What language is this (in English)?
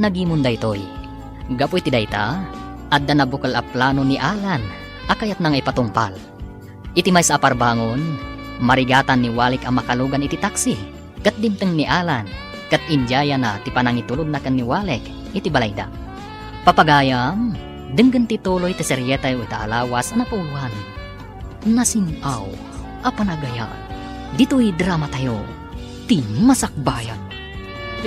Iloko